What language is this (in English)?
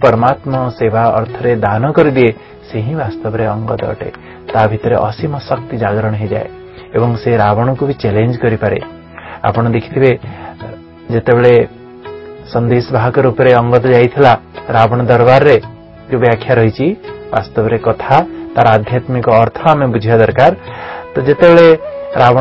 Odia